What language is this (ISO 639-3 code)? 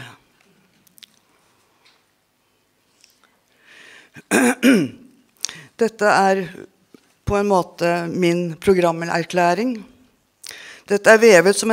nor